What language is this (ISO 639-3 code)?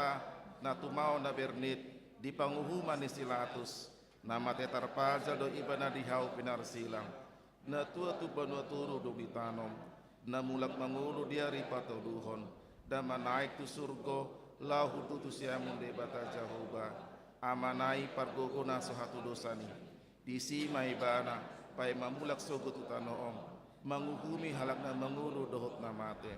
bbc